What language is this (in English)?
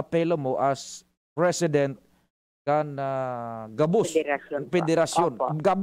Bikol